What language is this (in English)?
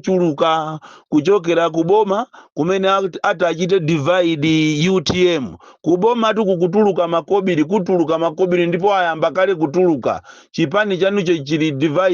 Nyanja